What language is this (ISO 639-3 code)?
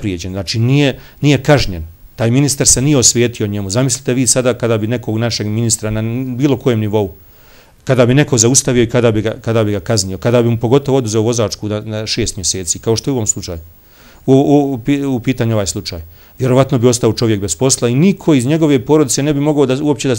bos